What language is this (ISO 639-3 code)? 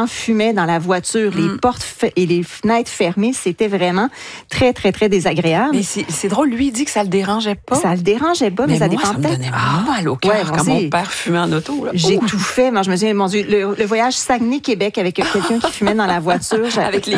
fra